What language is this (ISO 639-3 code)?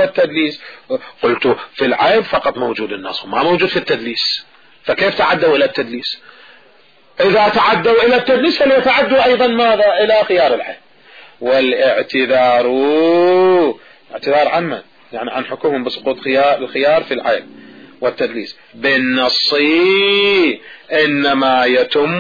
ara